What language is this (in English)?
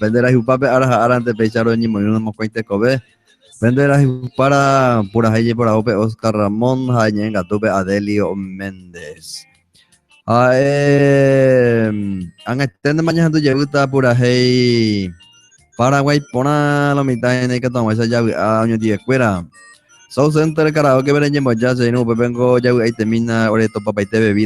Guarani